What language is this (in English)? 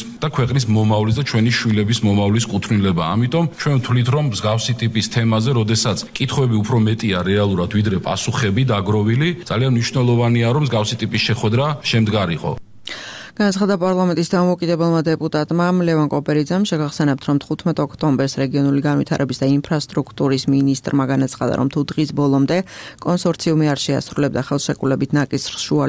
Georgian